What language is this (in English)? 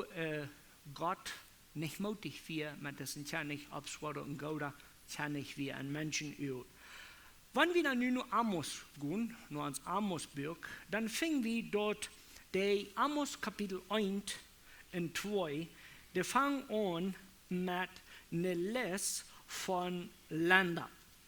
Plautdietsch